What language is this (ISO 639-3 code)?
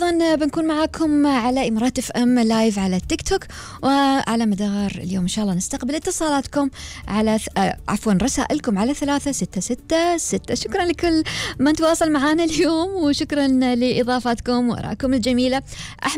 afb